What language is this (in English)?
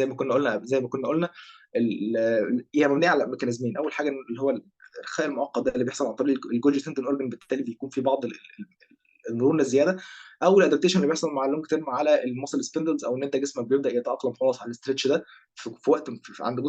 Egyptian Arabic